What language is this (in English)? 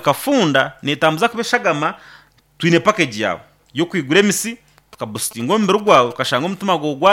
Nyankole